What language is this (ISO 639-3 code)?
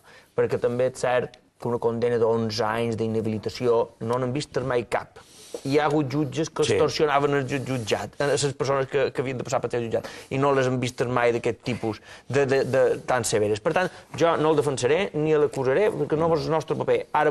cat